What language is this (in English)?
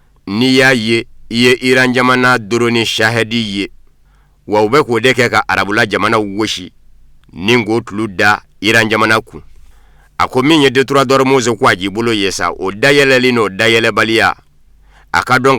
Bambara